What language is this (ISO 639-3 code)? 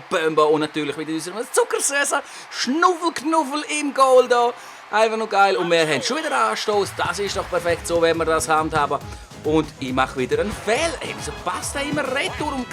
gsw